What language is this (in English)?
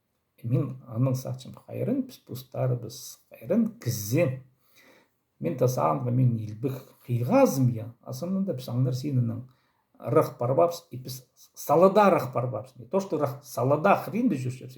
Khakas